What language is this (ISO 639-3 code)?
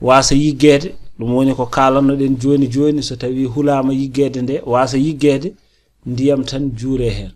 ful